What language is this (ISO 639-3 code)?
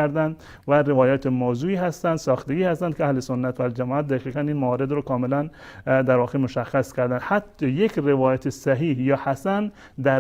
fas